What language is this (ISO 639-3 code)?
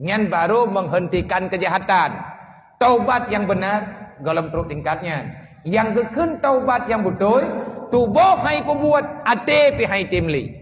ace